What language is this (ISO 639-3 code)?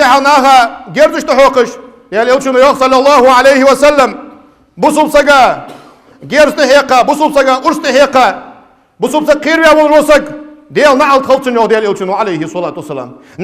inh